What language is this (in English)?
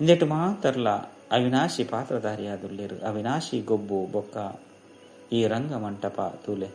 Tulu